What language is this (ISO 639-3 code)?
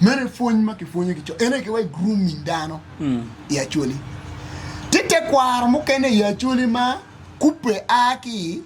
ach